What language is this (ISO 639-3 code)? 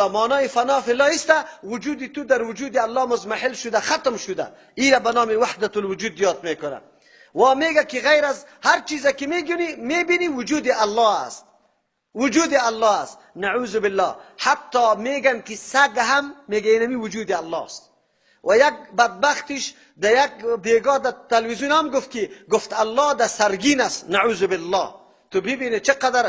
fas